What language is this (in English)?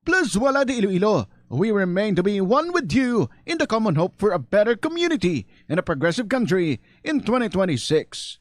Hiligaynon